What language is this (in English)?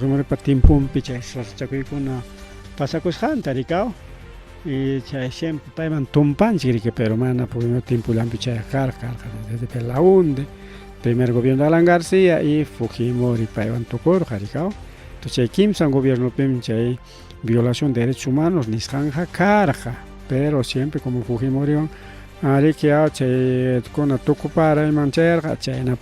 Ayacucho Quechua